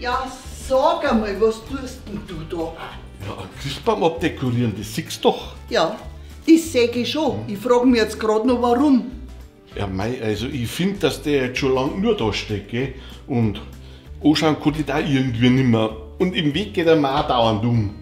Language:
Bavarian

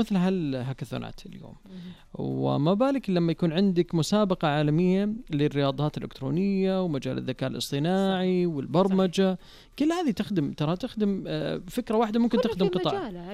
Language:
Najdi Arabic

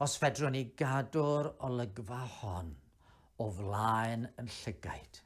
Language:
Welsh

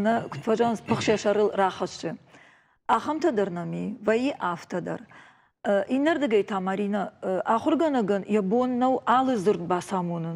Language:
Ossetic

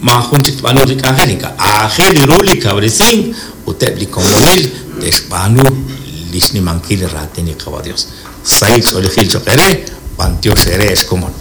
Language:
Kekchí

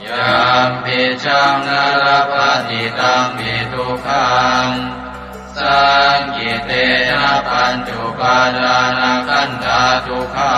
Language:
Pali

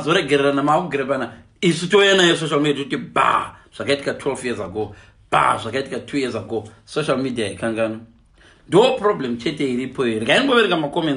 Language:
Shona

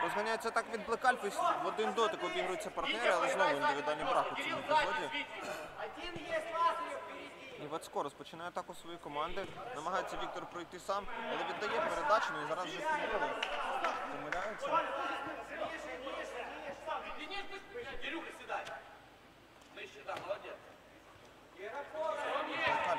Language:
Ukrainian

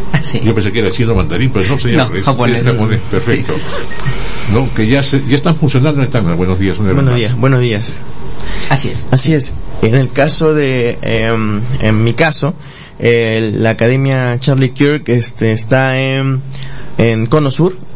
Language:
Spanish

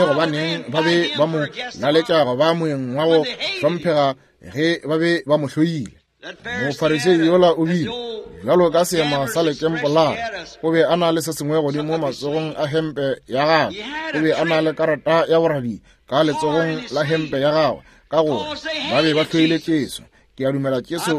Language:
Northern Sotho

